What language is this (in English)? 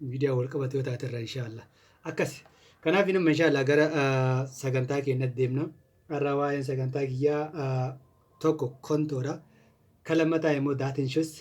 Oromo